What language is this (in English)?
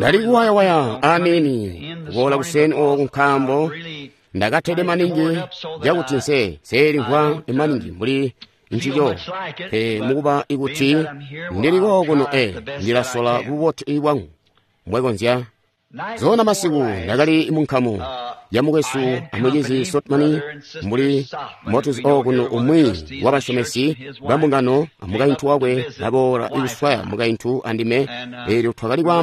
Tonga (Zambia)